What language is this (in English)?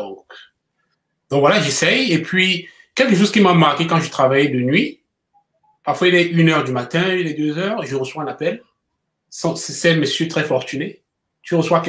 French